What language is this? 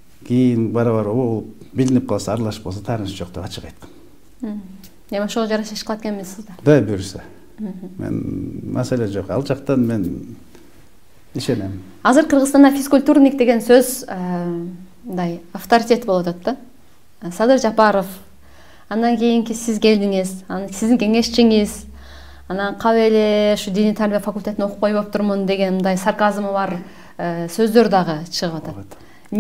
Kyrgyz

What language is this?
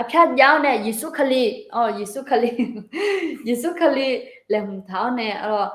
Akha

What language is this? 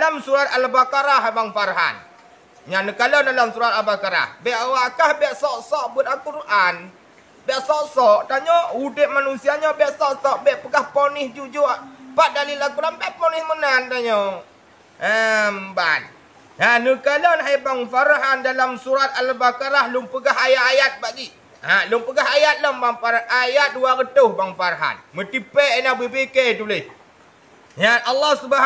Achinese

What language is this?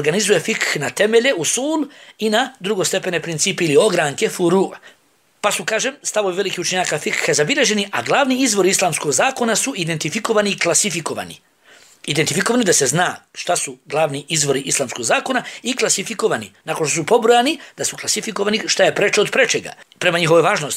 Bosnian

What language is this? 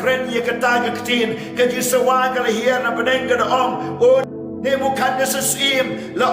Khasi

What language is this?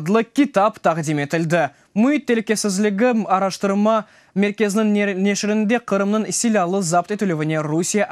Crimean Tatar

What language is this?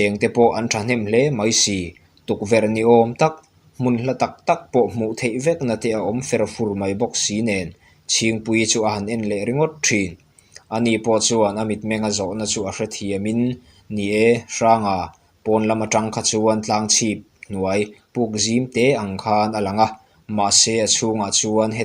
Mizo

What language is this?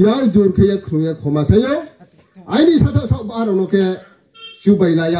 Riang (India)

